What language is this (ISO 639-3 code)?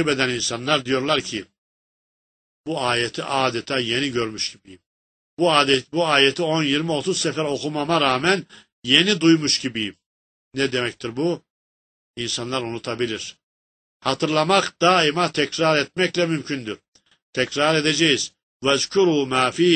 tur